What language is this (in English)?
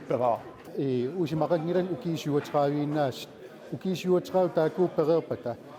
Kalaallisut